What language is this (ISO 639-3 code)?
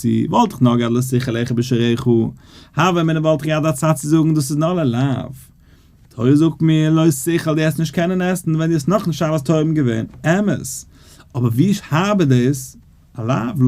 yid